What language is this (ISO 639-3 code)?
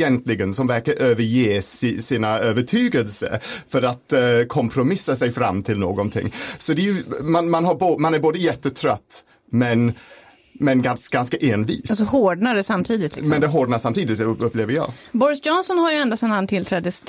swe